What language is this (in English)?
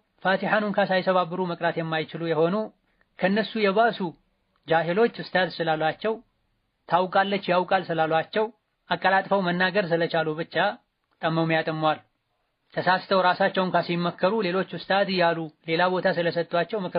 Amharic